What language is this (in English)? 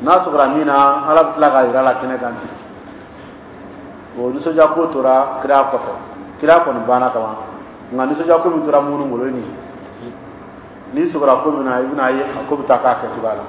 Dyula